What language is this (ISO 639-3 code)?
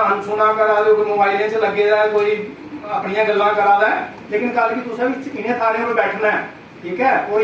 doi